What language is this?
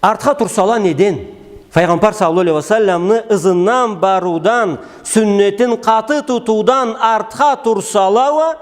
Karachay-Balkar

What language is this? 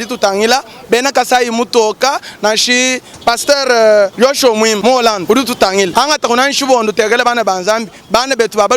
Luba-Lulua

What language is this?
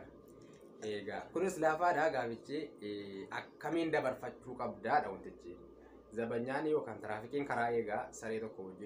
Oromo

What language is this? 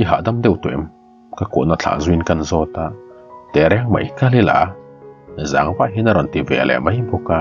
Mizo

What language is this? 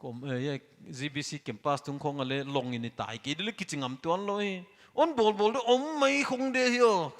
Paite Chin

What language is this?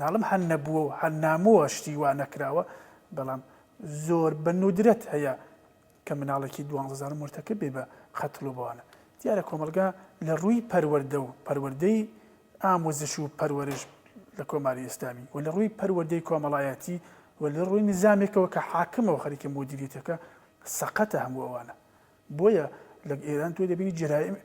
Central Kurdish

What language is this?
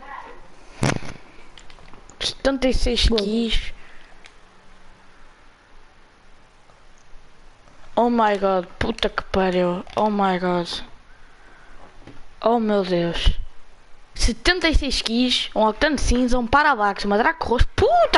Portuguese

